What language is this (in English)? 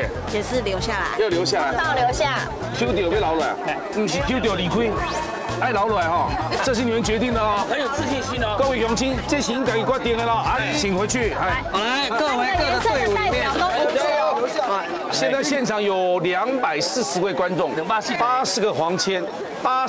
Chinese